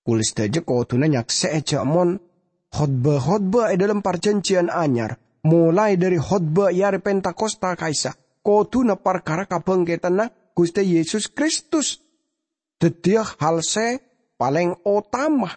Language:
Madurese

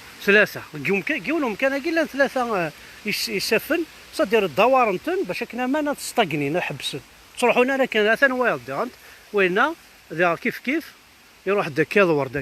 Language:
Kabyle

